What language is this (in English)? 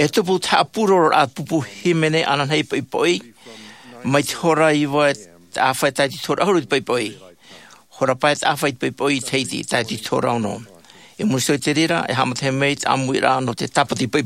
Tahitian